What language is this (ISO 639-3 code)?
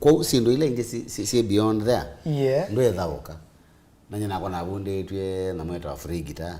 kam